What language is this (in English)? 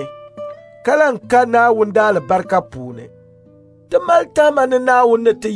Dagbani